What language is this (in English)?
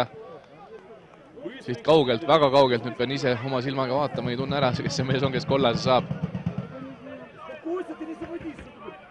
Estonian